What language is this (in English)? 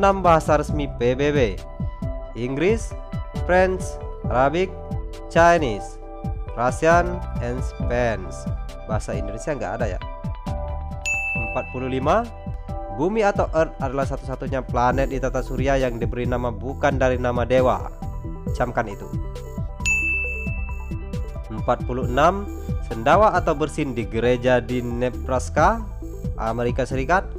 Indonesian